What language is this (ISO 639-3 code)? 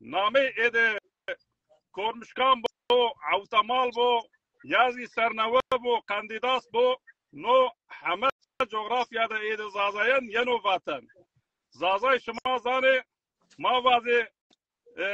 zza